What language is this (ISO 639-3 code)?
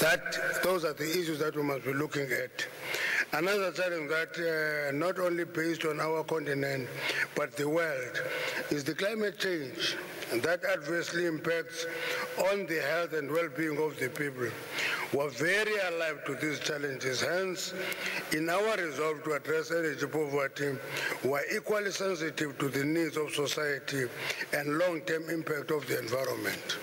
eng